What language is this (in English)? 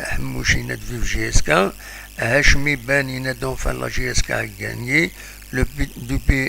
Kabyle